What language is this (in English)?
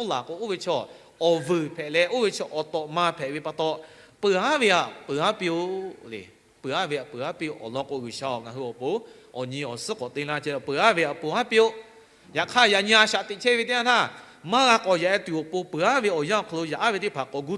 Lahu